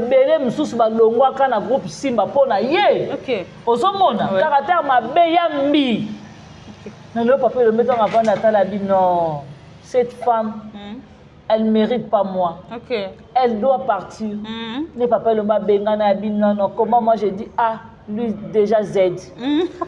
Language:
Lingala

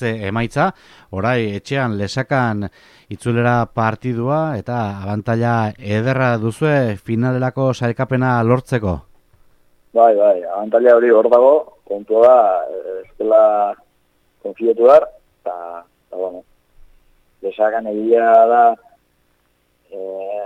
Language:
Basque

